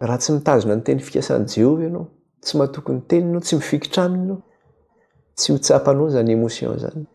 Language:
Malagasy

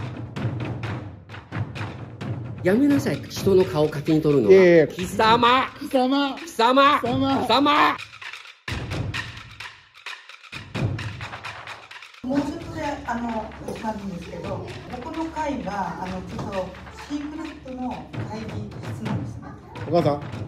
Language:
Japanese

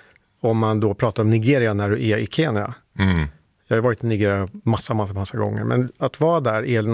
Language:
Swedish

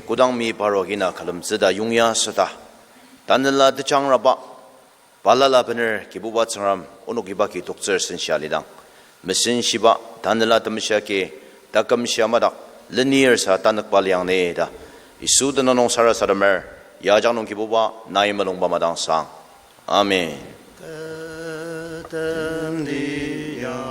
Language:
Ao Naga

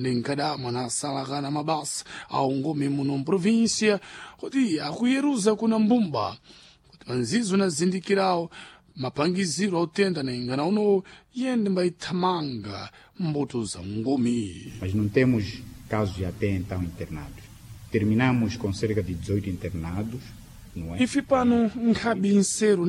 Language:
Sena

